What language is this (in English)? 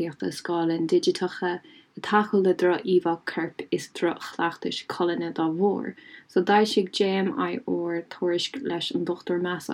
Irish